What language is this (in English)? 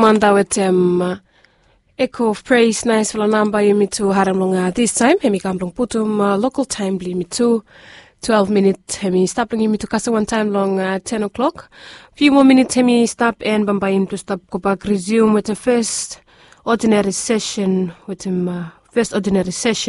Bislama